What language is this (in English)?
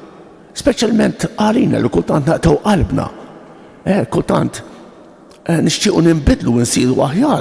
Maltese